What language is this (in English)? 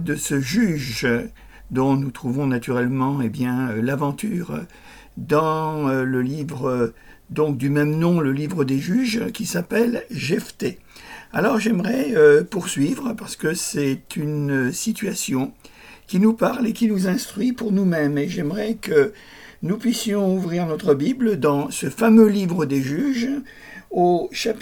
French